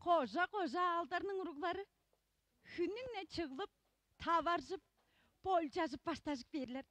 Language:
Tuvinian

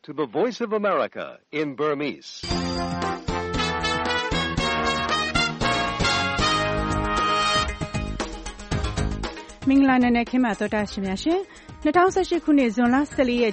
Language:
Burmese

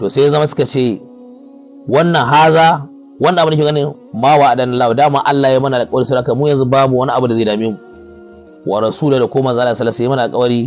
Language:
Hausa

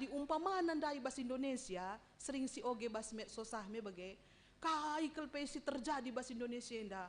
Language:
Batak Karo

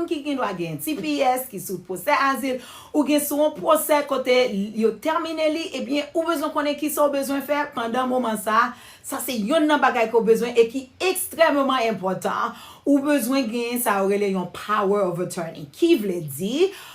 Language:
Haitian Creole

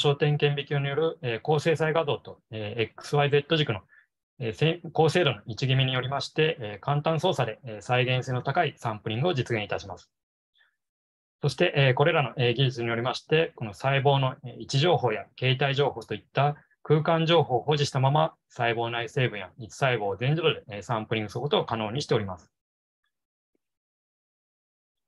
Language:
Japanese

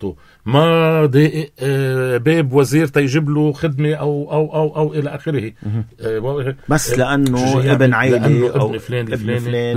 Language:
North Levantine Arabic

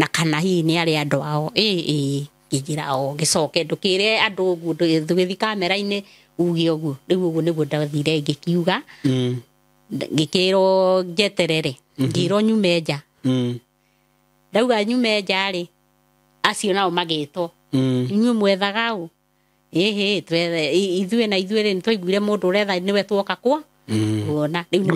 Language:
Kikuyu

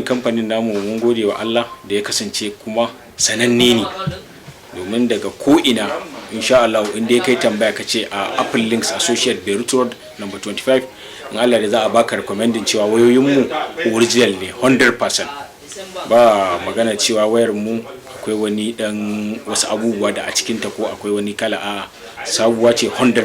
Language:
Hausa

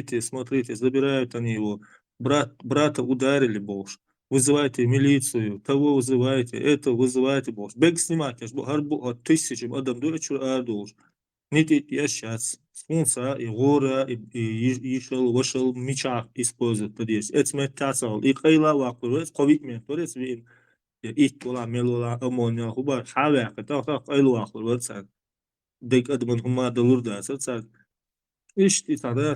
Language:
Chechen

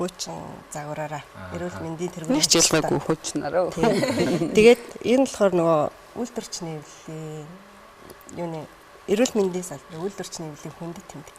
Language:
Mongolian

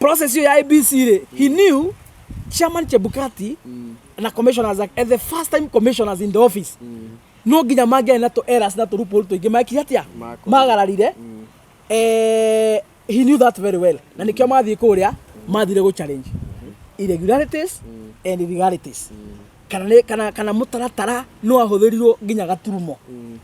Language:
Kikuyu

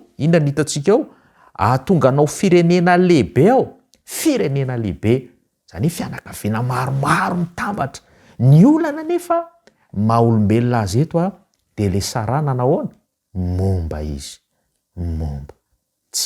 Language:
Malagasy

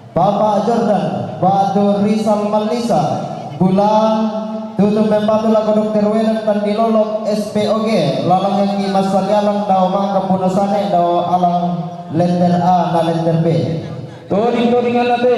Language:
Toraja-Sa'dan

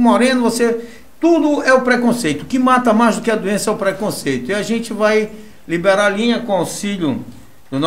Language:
Portuguese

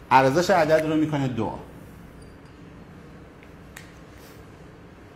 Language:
Persian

